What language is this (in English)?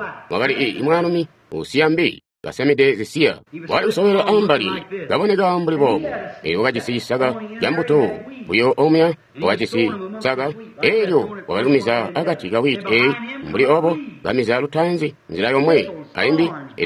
Tonga (Zambia)